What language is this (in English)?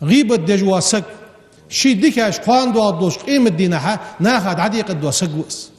Ingush